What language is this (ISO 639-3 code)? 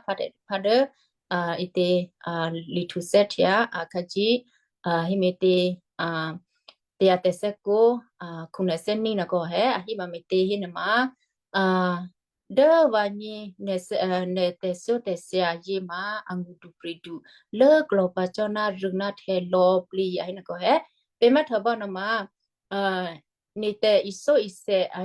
kyu